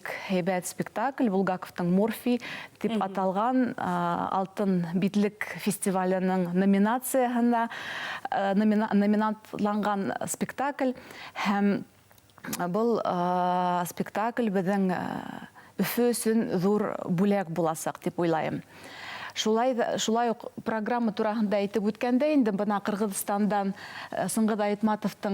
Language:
Bashkir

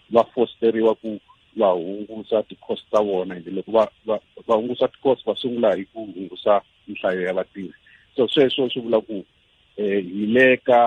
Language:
Tsonga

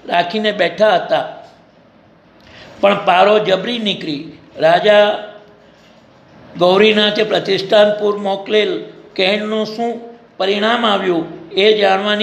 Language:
Gujarati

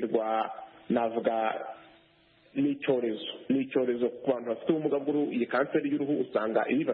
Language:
Kinyarwanda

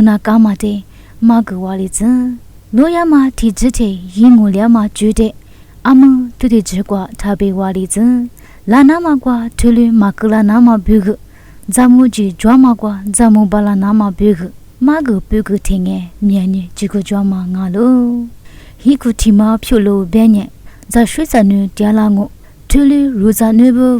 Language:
Lisu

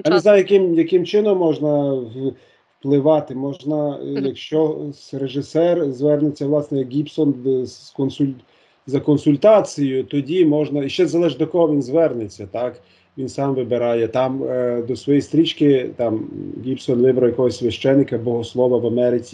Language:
Ukrainian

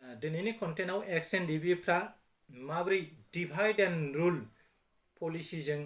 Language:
Bodo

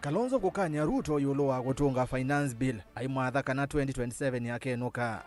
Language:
Kamba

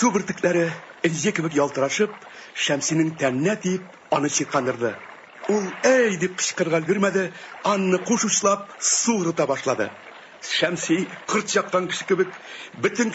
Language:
Tatar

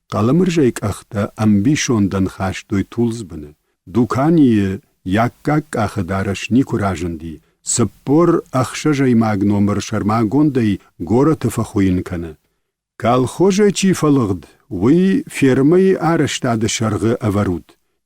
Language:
Ossetic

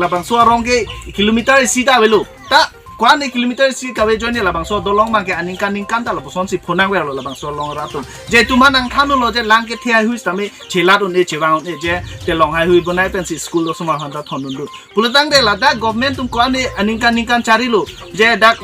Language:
Karbi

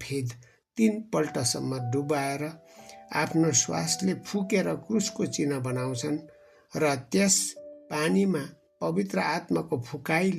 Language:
Nepali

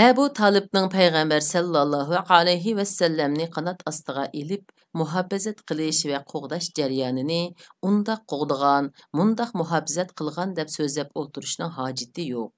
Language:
Uyghur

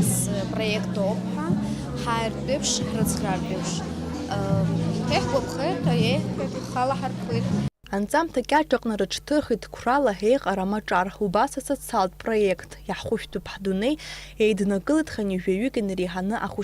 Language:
Abkhazian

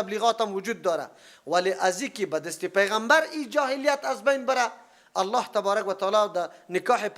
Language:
Persian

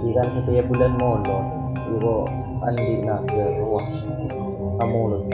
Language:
Madurese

